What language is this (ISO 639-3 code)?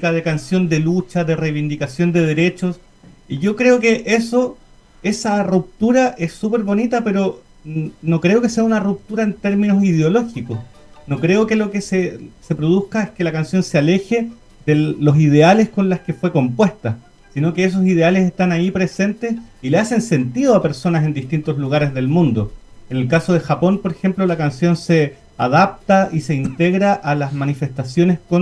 spa